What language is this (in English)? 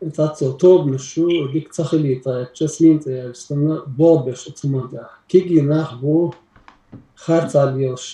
Chechen